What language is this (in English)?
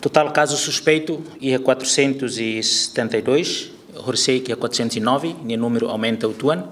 Tetum